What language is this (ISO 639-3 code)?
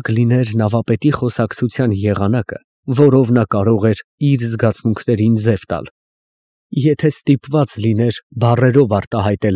hye